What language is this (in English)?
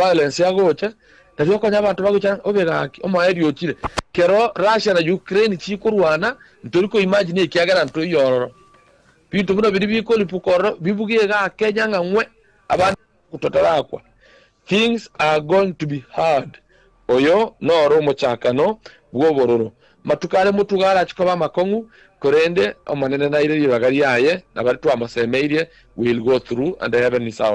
Gusii